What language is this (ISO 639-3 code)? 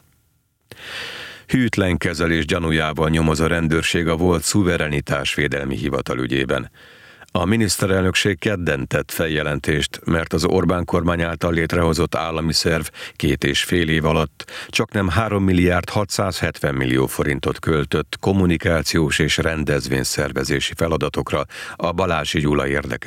hun